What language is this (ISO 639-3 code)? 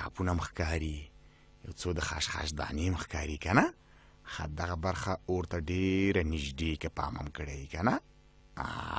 pus